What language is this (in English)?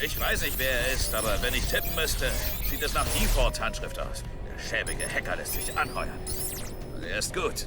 Bavarian